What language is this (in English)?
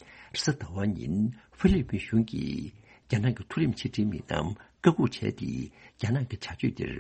Tibetan